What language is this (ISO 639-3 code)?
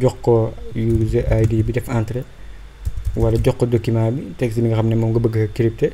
wol